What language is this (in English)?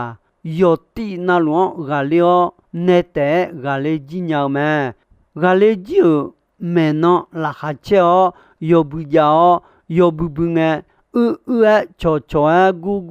Akha